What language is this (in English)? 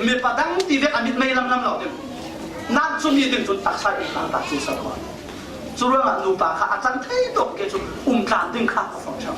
Falam Chin